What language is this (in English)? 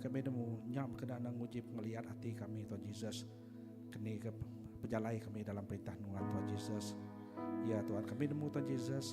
Iban